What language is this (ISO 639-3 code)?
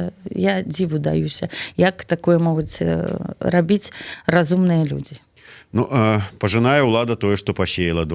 bel